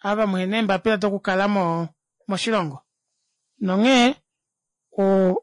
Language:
Kuanyama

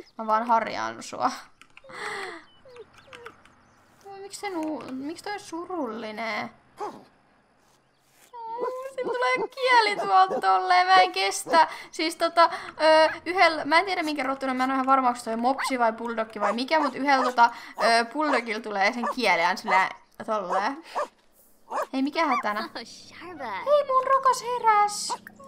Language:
Finnish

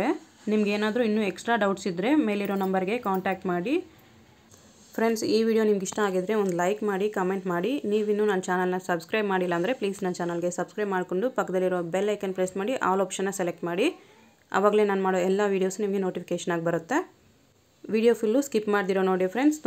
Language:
Kannada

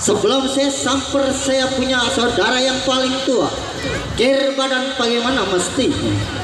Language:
Betawi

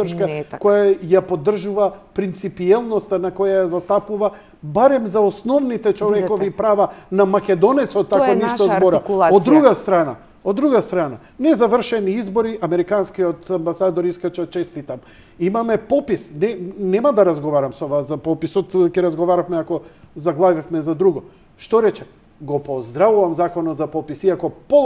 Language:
Macedonian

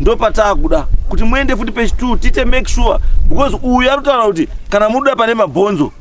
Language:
Shona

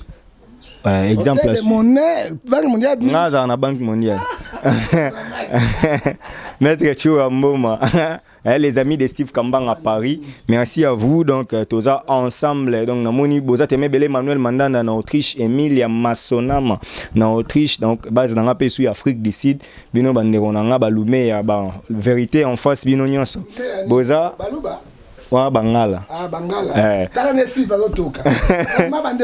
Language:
Lingala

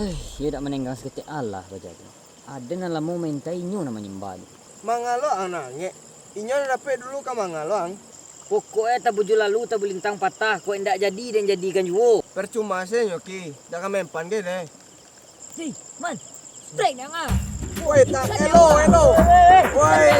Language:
Minangkabau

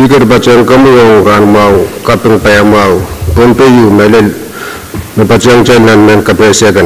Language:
Pohnpeian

